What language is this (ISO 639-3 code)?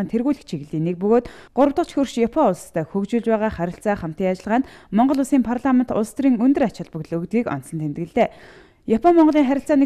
mon